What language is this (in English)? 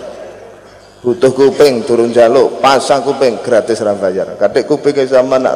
Javanese